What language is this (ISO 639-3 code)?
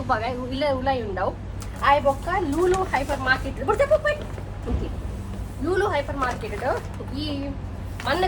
tcy